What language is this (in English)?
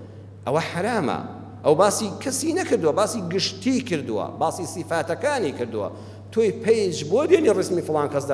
Central Kurdish